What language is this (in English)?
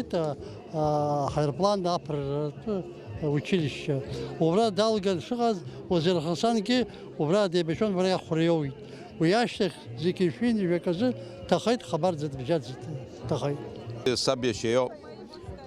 Abkhazian